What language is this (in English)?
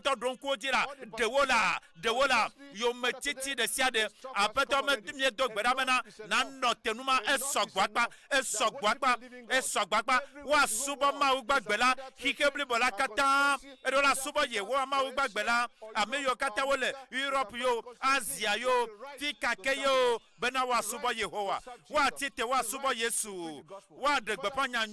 Ewe